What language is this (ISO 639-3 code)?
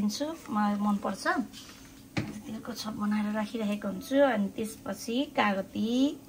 nep